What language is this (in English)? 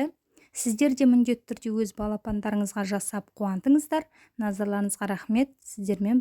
Kazakh